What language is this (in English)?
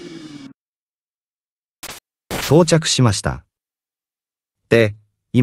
Japanese